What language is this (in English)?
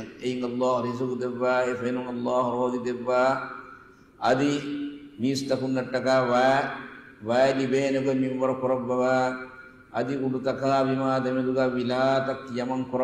Divehi